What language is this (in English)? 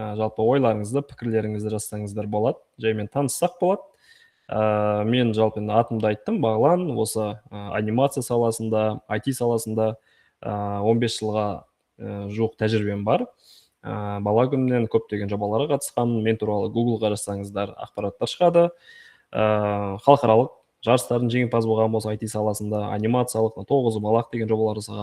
Kazakh